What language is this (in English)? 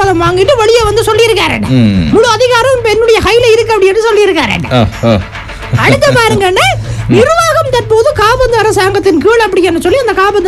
Tamil